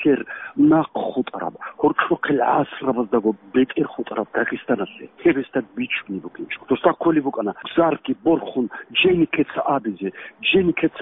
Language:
Avaric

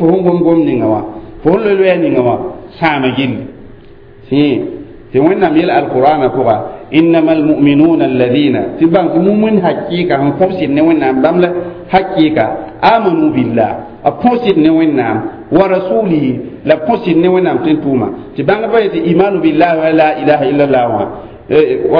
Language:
Mossi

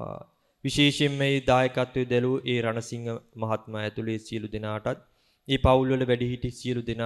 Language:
Sinhala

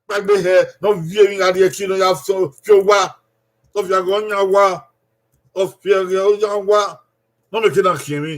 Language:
Bini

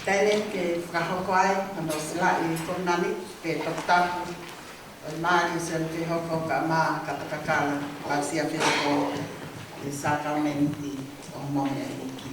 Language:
Tongan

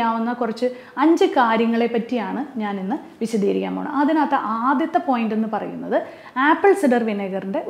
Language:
Malayalam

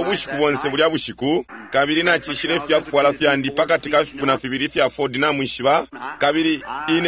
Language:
Bemba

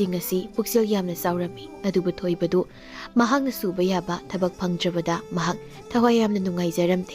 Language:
Manipuri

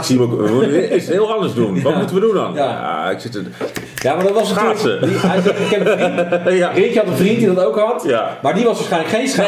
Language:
Dutch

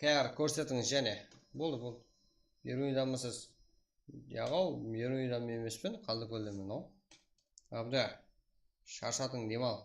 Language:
Kara-Kalpak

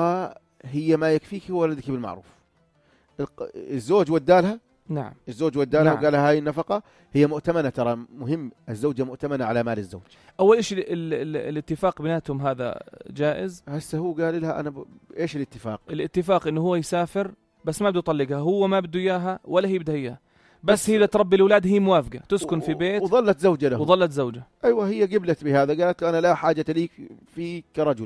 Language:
North Levantine Arabic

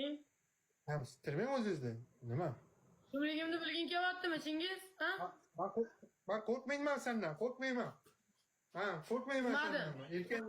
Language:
Uzbek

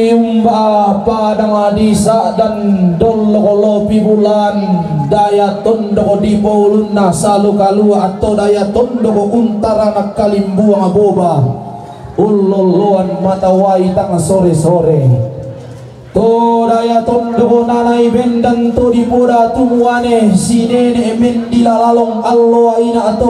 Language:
Toraja-Sa'dan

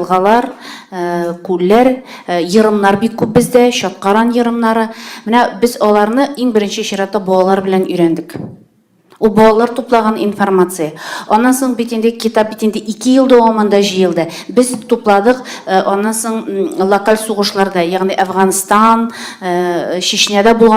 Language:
Tatar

